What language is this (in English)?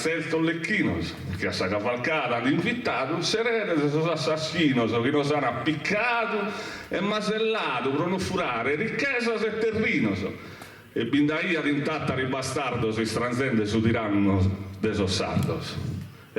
Sardinian